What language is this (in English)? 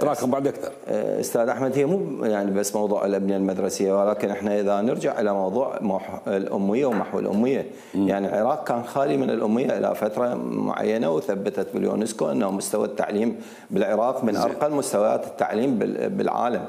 Mesopotamian Arabic